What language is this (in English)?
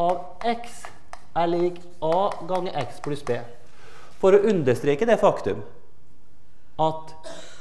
Norwegian